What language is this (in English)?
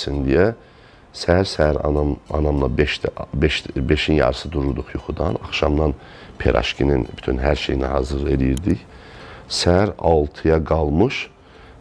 Azerbaijani